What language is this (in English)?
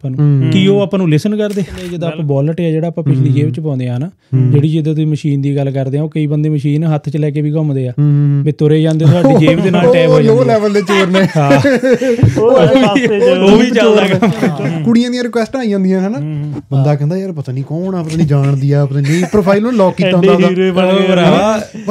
Punjabi